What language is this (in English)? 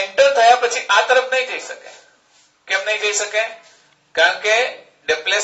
Gujarati